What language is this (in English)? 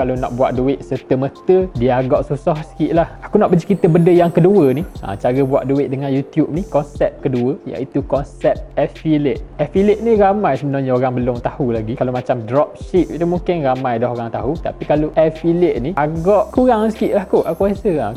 Malay